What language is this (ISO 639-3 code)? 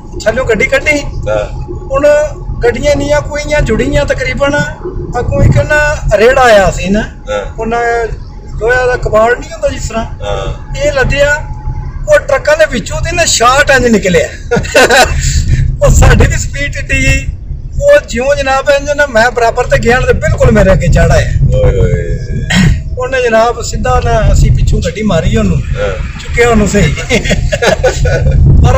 pan